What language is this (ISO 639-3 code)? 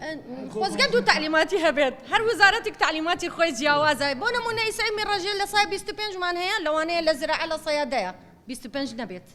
ckb